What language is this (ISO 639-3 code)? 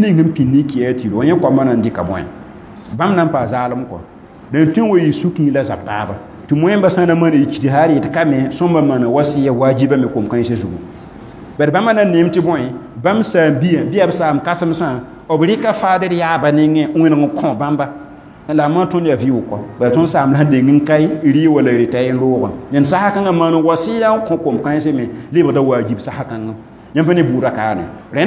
mos